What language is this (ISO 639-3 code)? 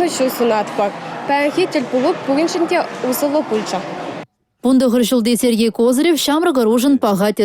chv